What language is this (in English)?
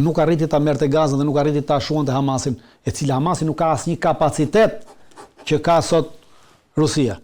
Albanian